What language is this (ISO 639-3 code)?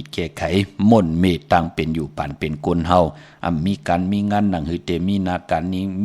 shn